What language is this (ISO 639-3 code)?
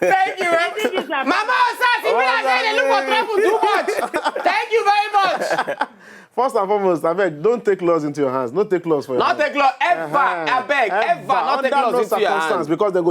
pcm